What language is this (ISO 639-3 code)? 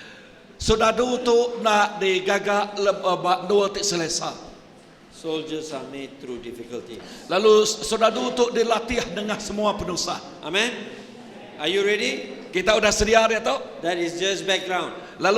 iba